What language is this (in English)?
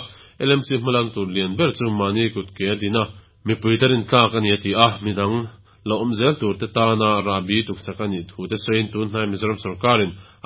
Mizo